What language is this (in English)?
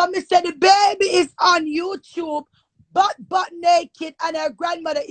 Jamaican Creole English